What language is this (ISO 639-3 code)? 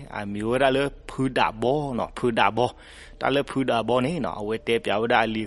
ksw